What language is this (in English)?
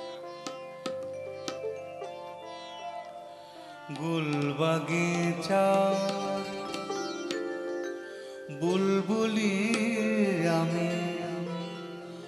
Bangla